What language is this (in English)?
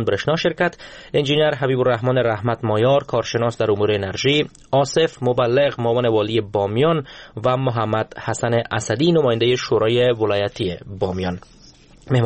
Persian